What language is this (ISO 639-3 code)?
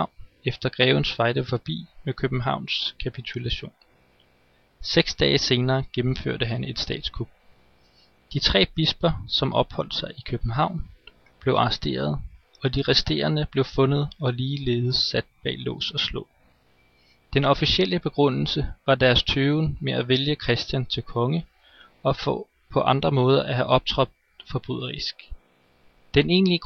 dan